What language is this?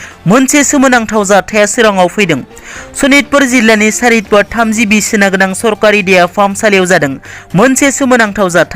Bodo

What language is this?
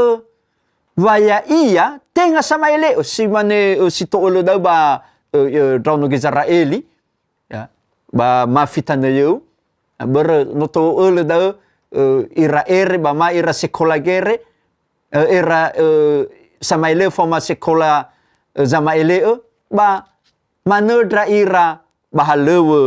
Nias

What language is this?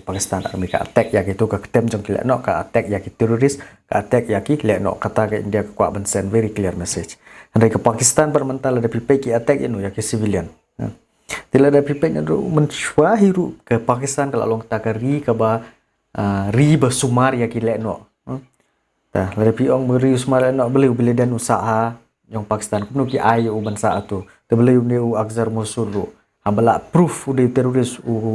Khasi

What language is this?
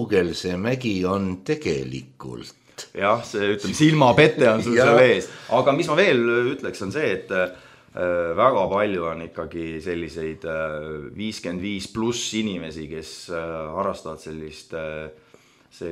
Estonian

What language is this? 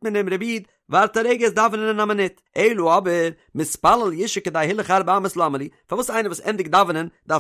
Yiddish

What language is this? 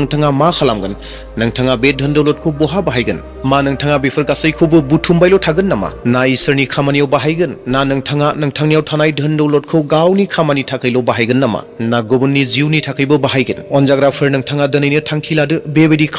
Bodo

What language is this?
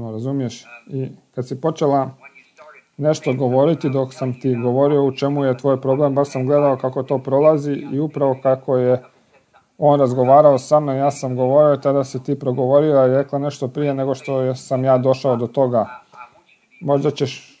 Croatian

